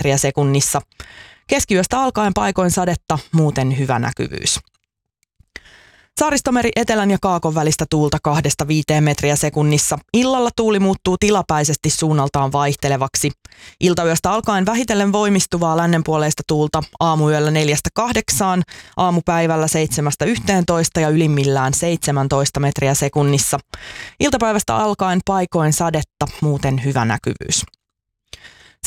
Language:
Finnish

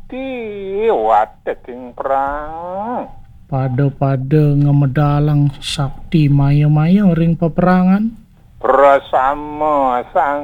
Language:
Balinese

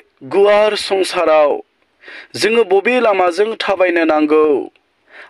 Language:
Bodo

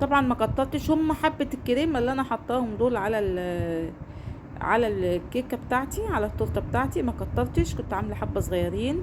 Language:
Egyptian Arabic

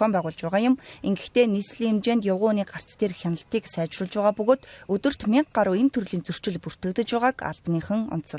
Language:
Mongolian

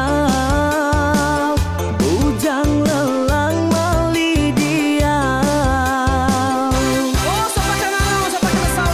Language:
Iban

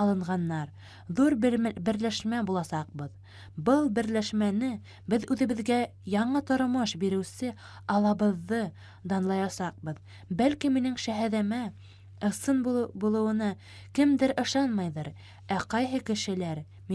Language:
Bashkir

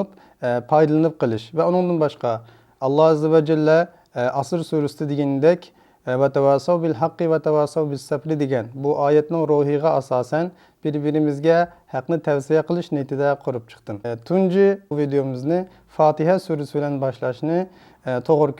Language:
Uyghur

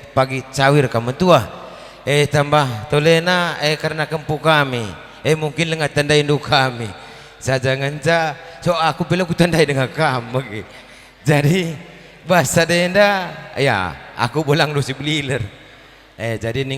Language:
Batak Karo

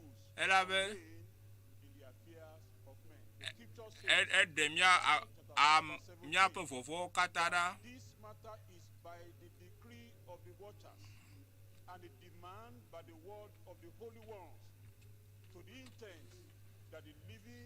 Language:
Ewe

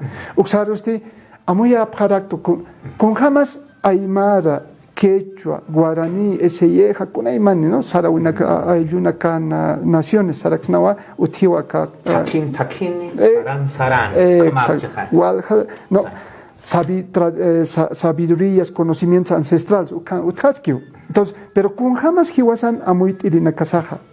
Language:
Aymara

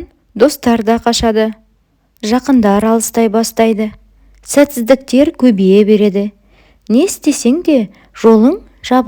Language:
Kazakh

